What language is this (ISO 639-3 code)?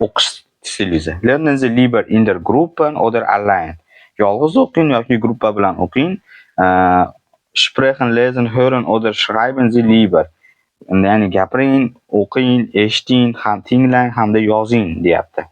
uzb